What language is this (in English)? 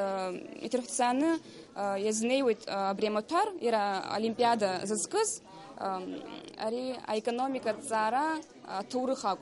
Abkhazian